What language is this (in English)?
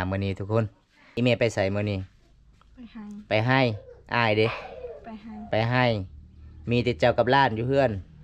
Lao